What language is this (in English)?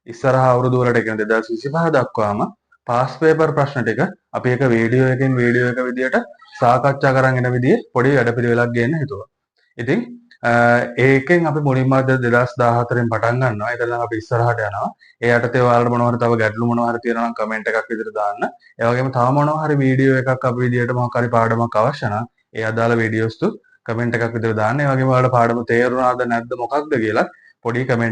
Sinhala